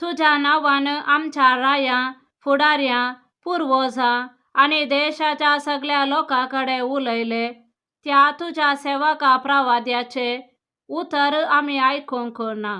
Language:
Konkani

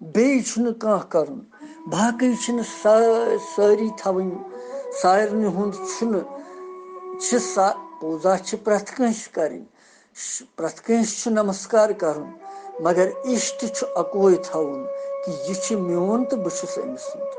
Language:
Kashmiri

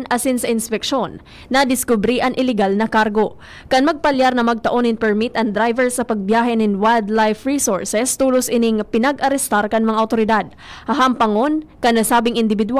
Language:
Bikol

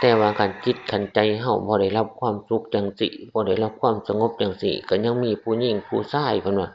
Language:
Northeastern Thai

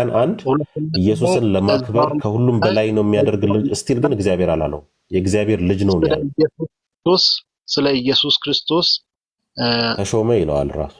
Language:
Amharic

